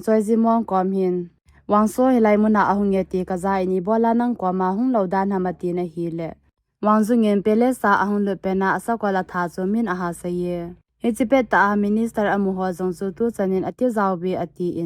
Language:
Thado Chin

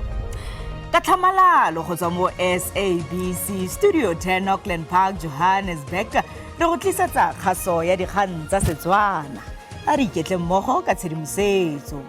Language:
Tswana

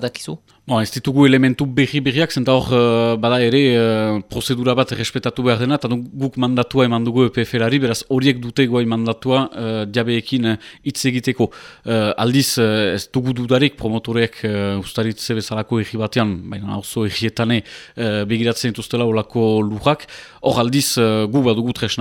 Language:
Basque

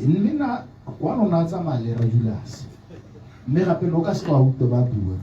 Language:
Tswana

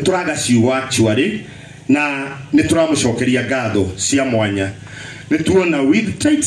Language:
Kikuyu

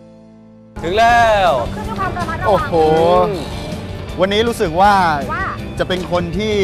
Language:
Thai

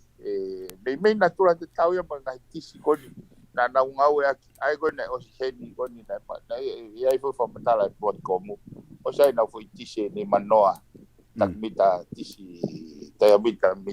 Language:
Tongan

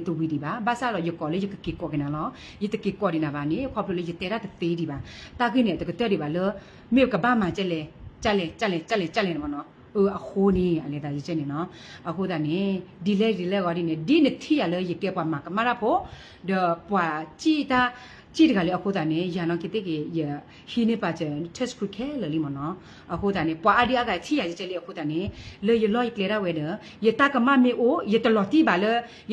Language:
S'gaw Karen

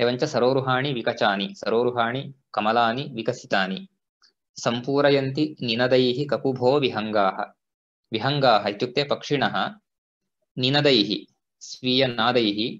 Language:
Sanskrit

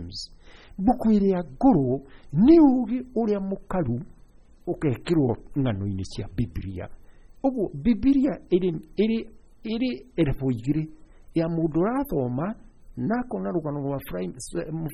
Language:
Kikuyu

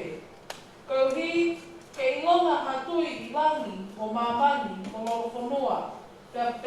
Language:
Tongan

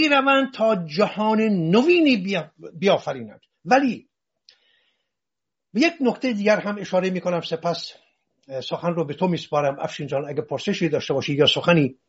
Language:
Persian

